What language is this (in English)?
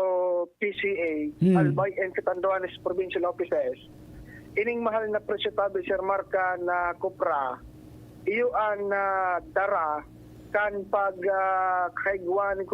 Bikol